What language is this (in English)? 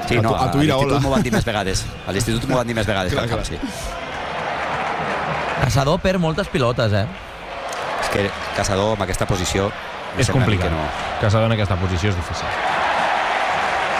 Catalan